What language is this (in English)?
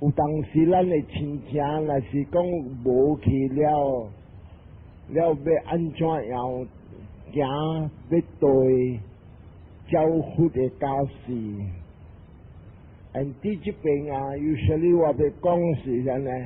Min Nan Chinese